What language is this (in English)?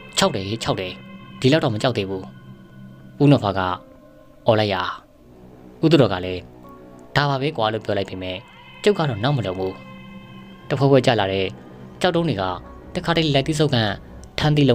Burmese